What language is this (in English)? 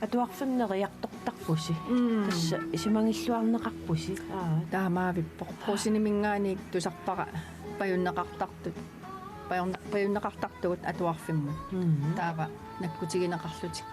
Kalaallisut